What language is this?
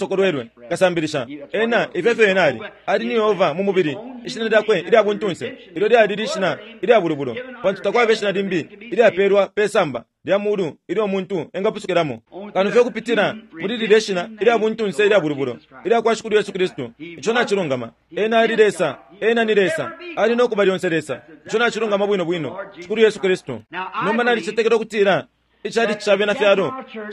Bemba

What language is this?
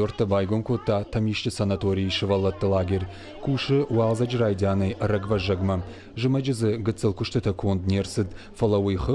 Ossetic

